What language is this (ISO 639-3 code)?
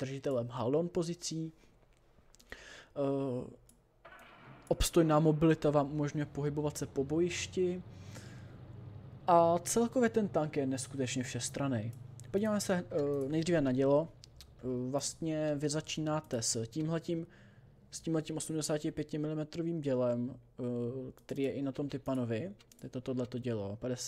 ces